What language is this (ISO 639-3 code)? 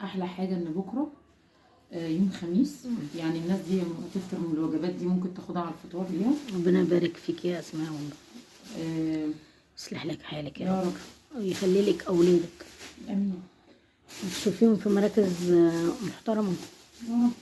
arz